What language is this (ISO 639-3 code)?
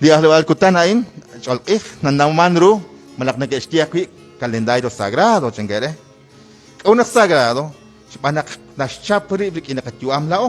kek